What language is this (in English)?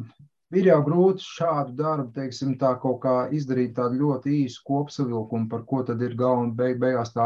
Latvian